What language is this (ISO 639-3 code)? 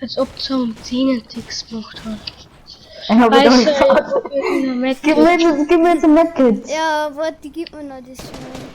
bar